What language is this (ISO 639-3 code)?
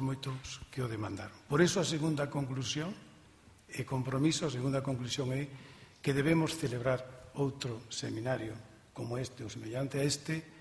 glg